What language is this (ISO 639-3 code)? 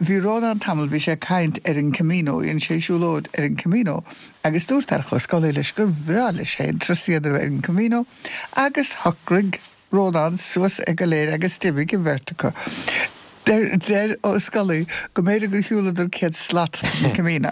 gle